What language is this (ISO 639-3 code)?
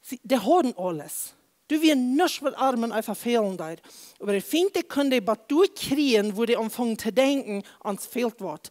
pdt